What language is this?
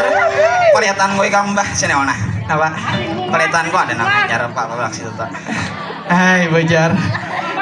Banjar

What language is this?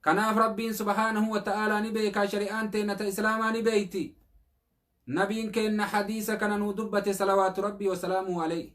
Oromo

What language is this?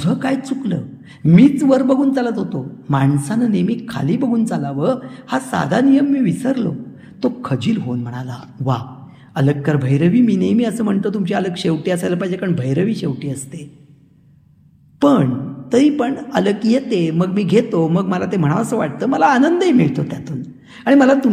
Marathi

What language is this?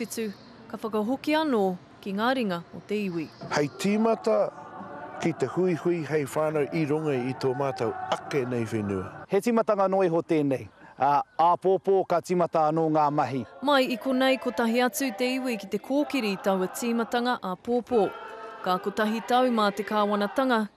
Māori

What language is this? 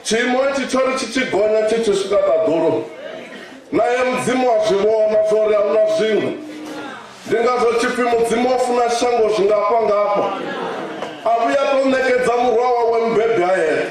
Venda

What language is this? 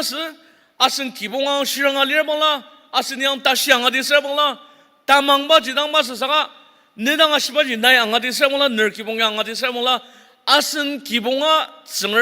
Ao Naga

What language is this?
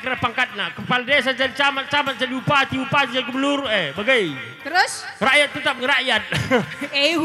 Batak Karo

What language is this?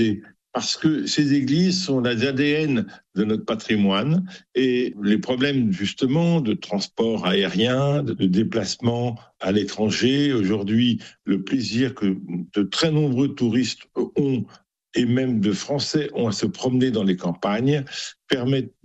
French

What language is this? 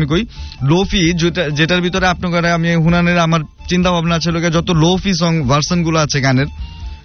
Bangla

